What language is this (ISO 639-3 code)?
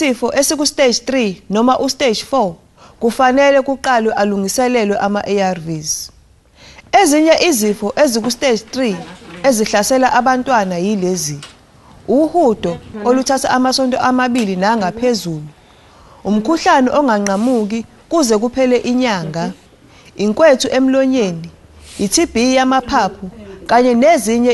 zul